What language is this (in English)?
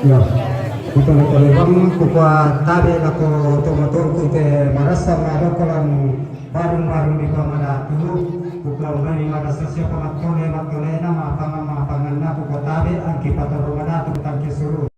Toraja-Sa'dan